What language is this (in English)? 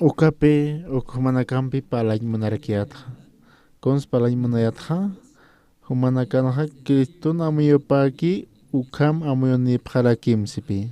Aymara